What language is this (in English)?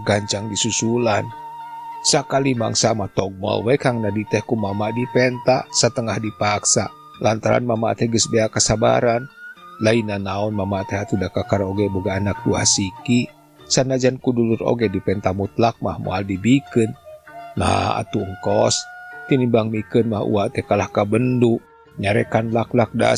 Sundanese